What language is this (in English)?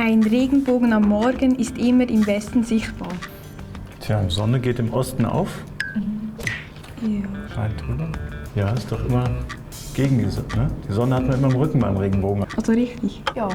Swiss German